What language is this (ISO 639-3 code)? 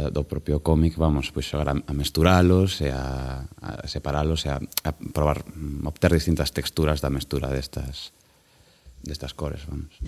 glg